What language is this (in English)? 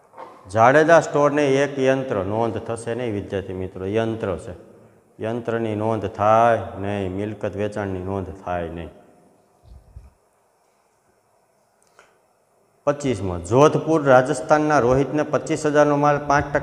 Gujarati